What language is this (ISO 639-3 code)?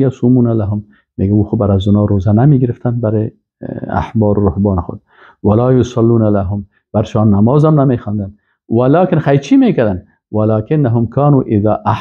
fas